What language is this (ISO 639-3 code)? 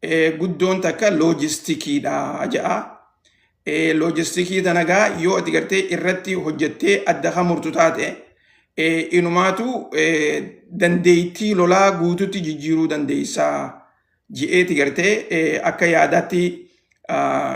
orm